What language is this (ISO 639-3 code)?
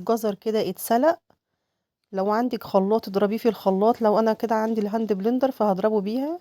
arz